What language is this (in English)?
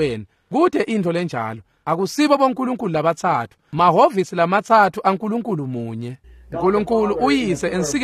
Swati